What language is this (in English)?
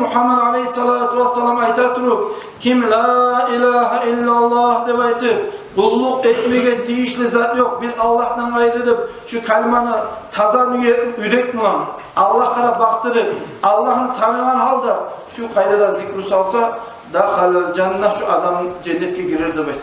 Kumyk